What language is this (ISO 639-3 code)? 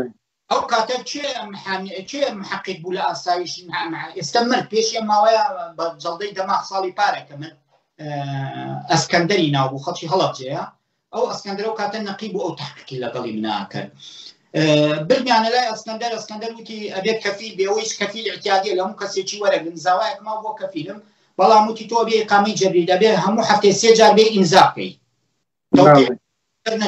ckb